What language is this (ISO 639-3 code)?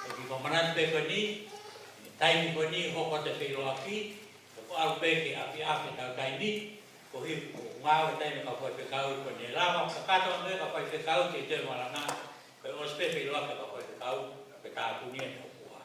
ton